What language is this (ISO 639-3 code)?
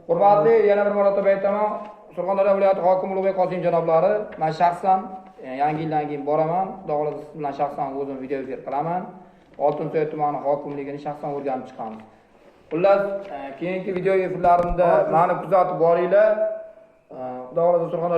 uzb